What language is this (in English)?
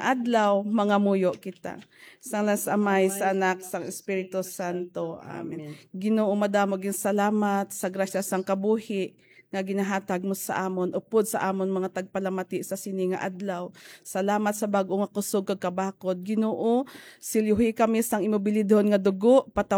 Hiligaynon